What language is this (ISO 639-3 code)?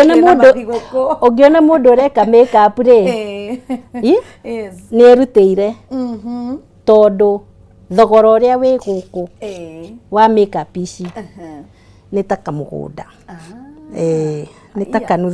kik